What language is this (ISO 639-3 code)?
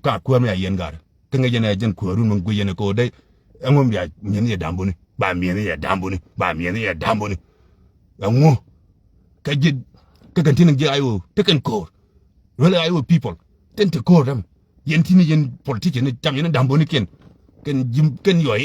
nus